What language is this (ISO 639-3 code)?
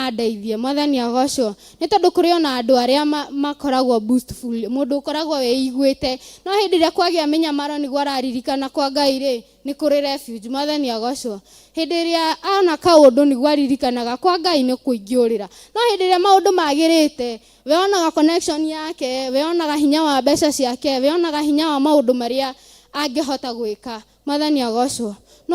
kik